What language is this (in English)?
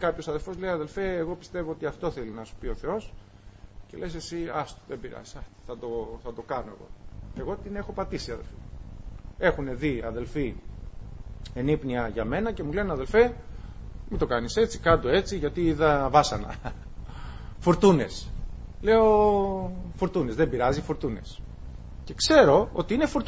Greek